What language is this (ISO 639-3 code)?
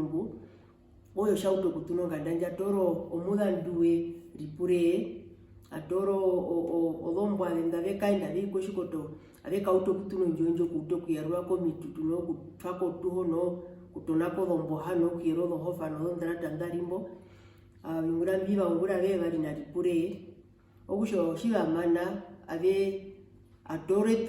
her